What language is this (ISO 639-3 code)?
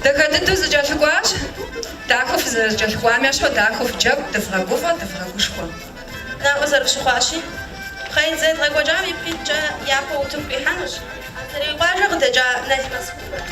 kbd